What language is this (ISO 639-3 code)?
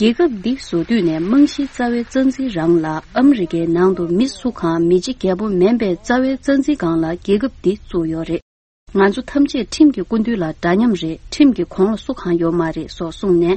bod